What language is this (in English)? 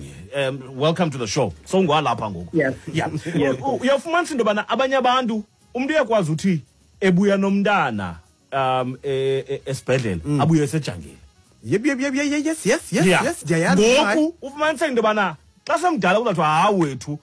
Xhosa